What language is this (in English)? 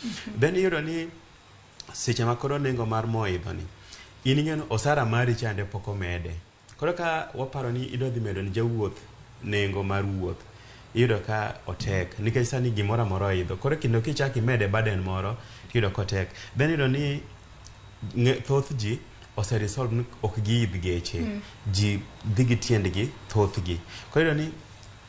Luo (Kenya and Tanzania)